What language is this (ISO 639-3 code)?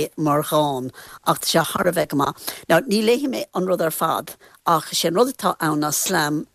gle